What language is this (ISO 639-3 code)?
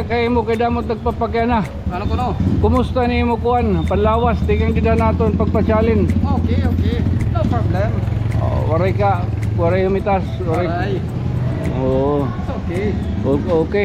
war